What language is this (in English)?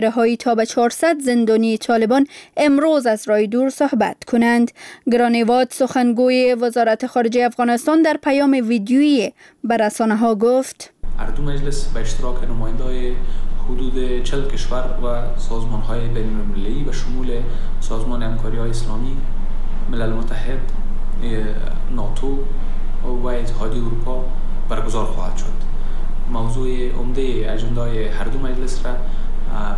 Persian